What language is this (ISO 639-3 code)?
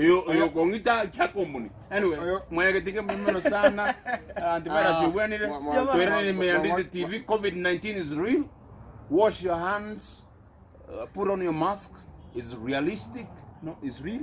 guz